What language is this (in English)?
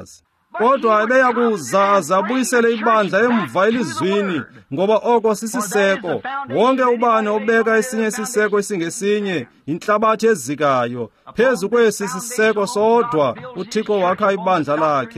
Xhosa